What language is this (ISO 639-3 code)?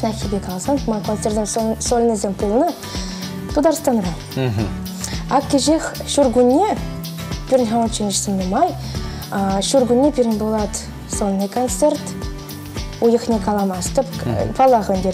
chv